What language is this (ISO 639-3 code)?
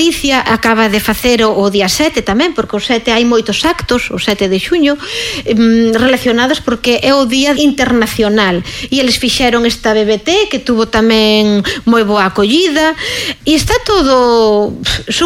glg